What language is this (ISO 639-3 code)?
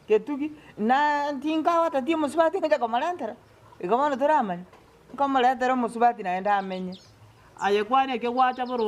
guz